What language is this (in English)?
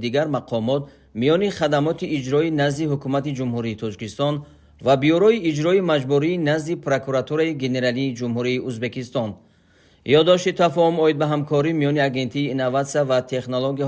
Tajik